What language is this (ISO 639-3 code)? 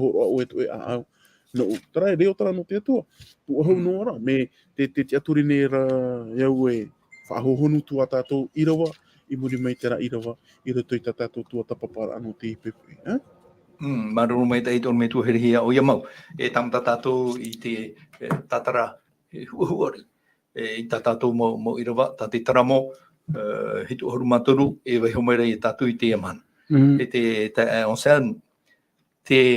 tah